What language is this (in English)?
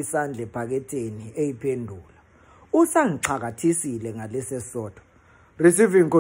Zulu